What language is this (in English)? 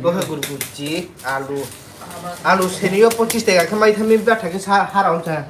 Riang (India)